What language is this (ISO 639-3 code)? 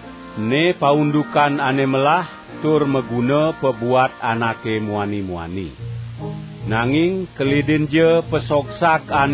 ban